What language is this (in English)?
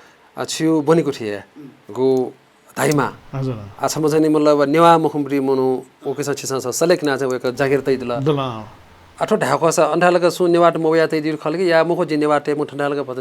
Newari